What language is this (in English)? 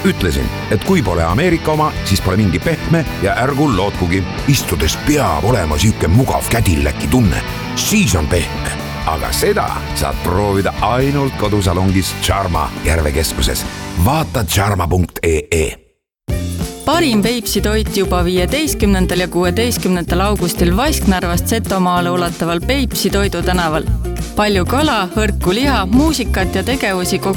Estonian